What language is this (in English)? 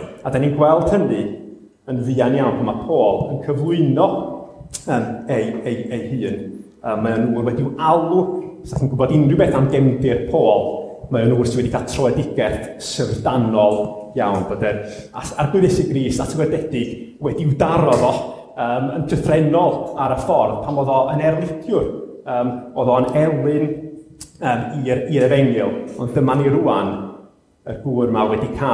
Welsh